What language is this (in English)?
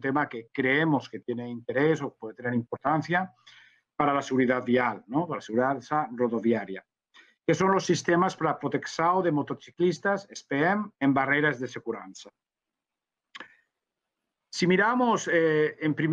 Spanish